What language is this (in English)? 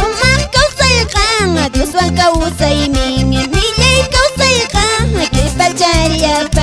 Quechua